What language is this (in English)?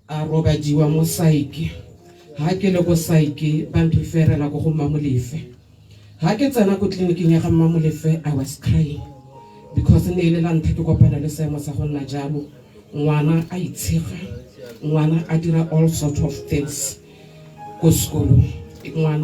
Tswana